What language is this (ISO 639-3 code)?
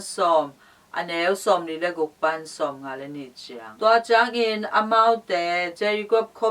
ctd